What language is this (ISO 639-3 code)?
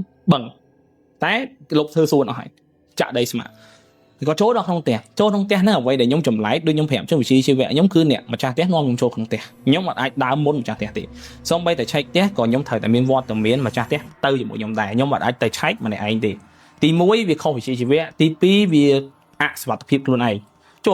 khm